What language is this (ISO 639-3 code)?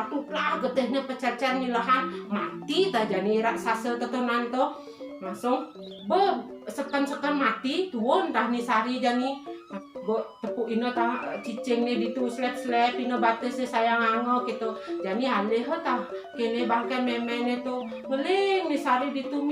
ban